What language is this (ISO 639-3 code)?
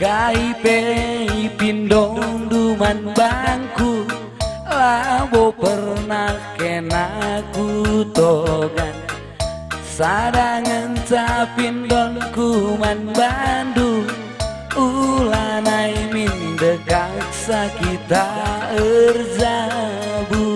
btx